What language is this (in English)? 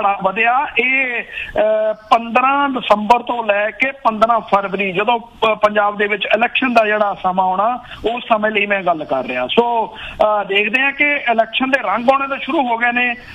Punjabi